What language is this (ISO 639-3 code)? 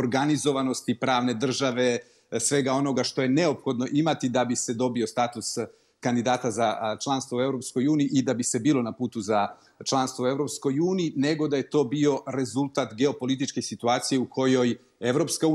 srp